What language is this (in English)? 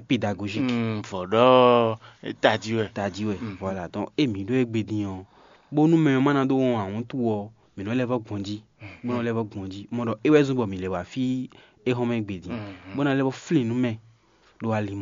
Fon